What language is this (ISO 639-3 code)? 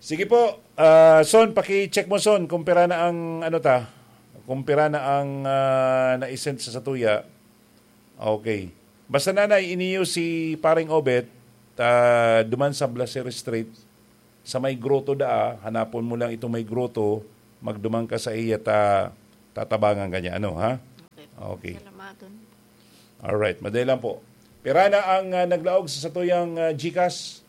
bik